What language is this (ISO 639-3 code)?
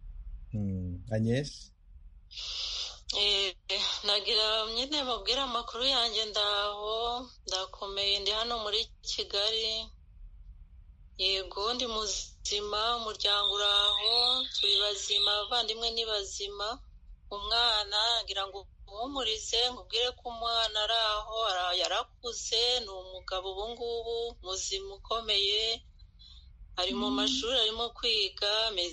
kin